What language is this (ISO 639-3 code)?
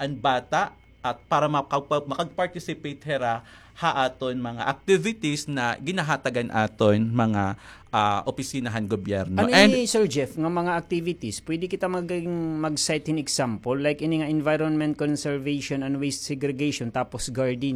war